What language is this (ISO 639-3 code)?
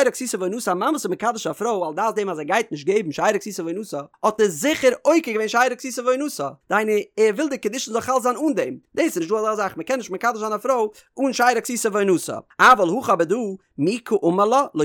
yid